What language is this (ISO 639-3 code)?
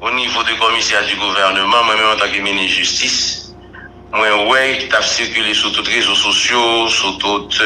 hat